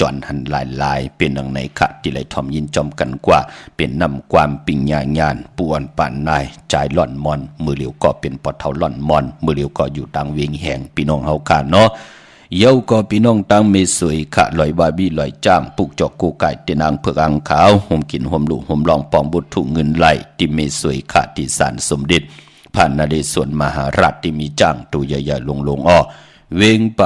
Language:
Shan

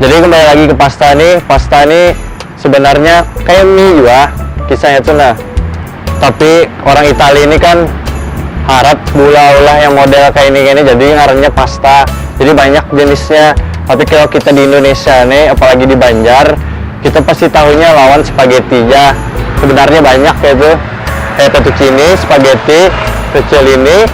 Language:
Banjar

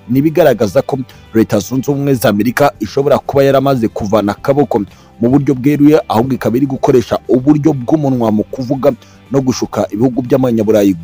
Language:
Kinyarwanda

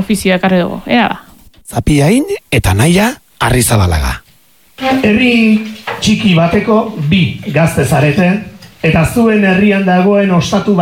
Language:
Basque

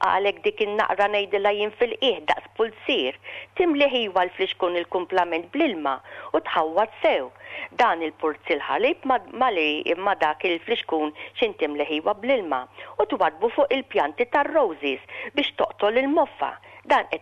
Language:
Maltese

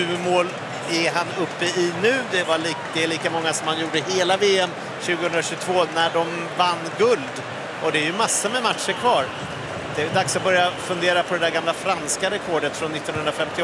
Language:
Swedish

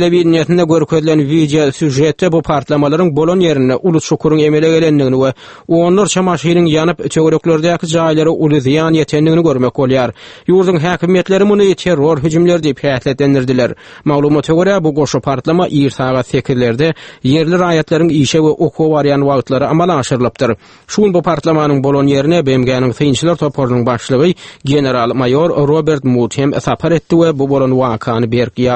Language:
Turkmen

